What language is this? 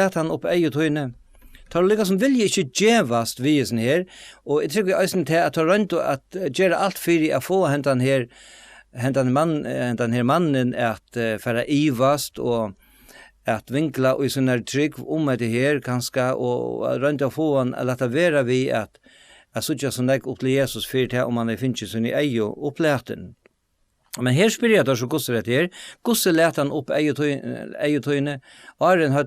Faroese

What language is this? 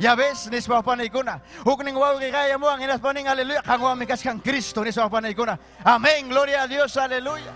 Ayacucho Quechua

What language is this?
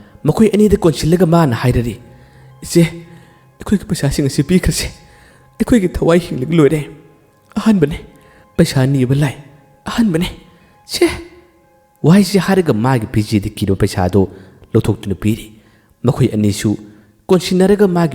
Manipuri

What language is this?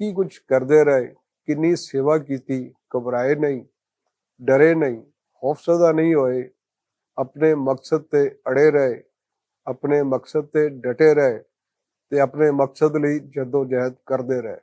Western Panjabi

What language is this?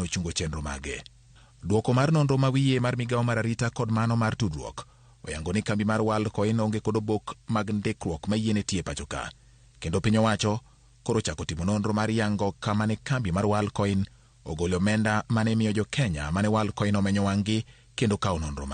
Luo (Kenya and Tanzania)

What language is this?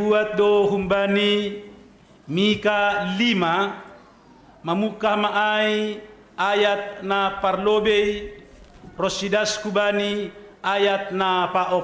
Batak Simalungun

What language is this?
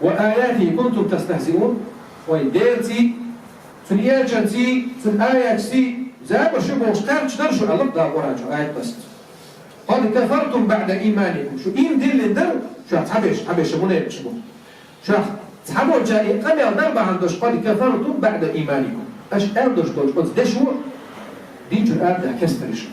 Chechen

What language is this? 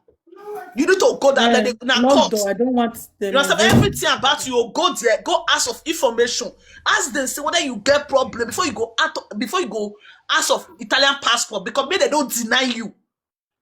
Nigerian Pidgin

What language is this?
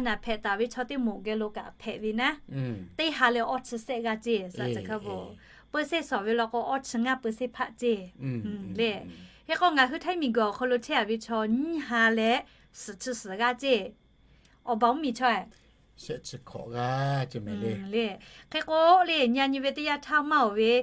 Lahu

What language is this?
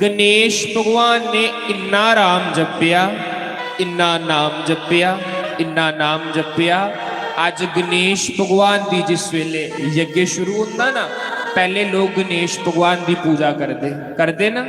Dogri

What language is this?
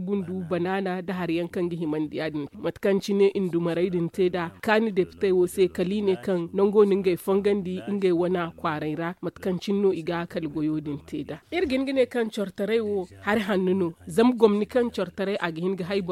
Zarma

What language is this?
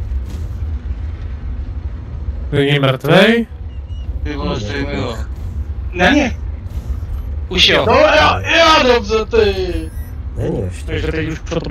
Czech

